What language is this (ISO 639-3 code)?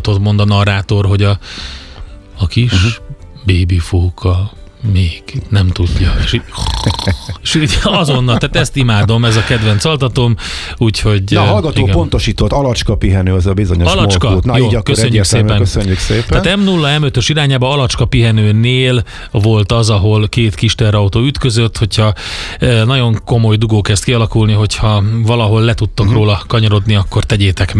hun